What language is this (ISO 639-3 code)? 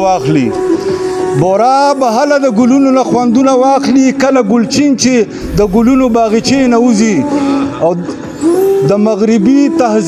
pus